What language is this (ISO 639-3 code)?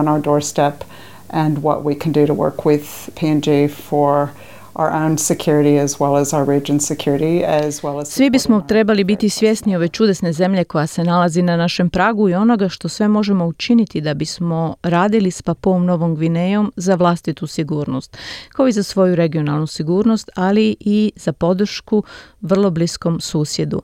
hrv